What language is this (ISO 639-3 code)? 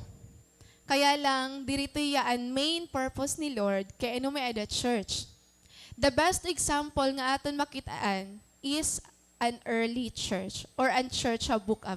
war